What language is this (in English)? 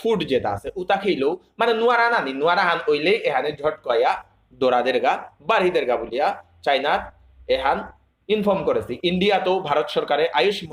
Bishnupriya